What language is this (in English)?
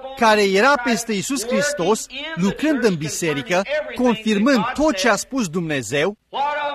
Romanian